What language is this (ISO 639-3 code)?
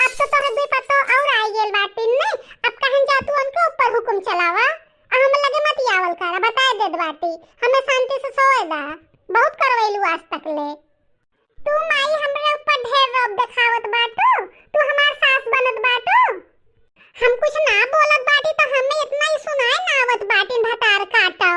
bho